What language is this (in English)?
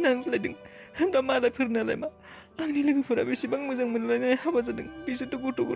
Bodo